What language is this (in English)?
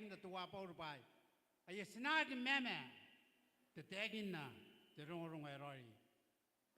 Gilbertese